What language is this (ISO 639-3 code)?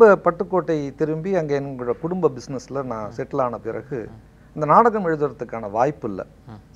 tam